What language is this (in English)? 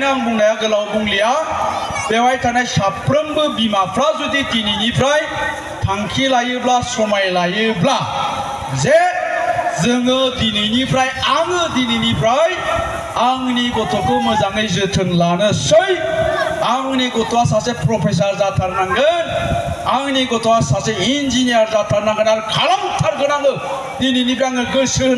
Bodo